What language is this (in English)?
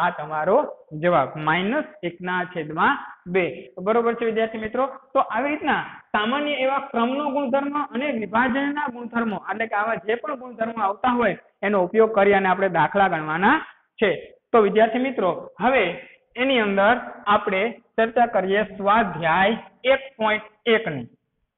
Gujarati